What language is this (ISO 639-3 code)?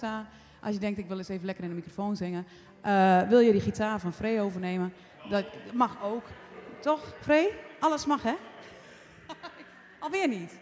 nld